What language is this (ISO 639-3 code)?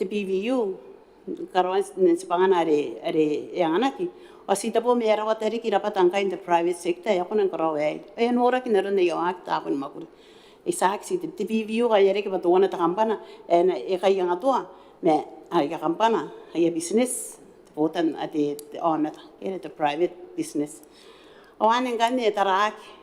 gil